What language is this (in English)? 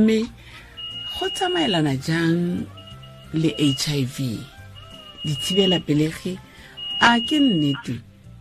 Tswana